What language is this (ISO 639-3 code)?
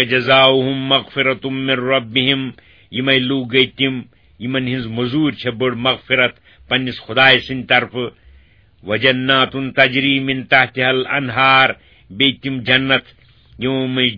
kas